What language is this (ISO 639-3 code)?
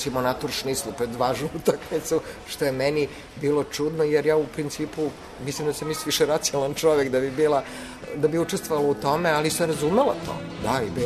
srp